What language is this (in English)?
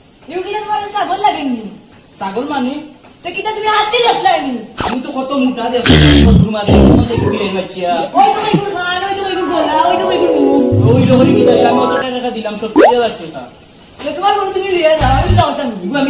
Sylheti